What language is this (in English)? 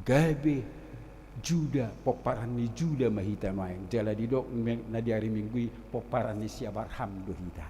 Batak Toba